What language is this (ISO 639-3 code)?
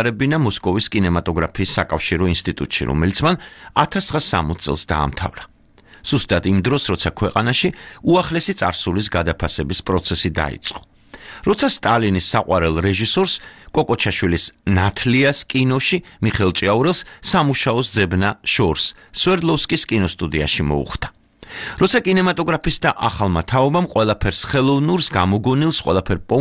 kat